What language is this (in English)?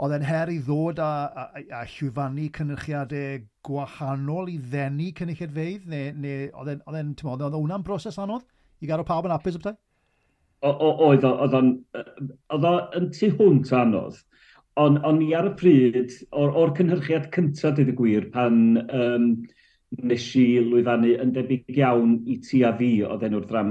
Welsh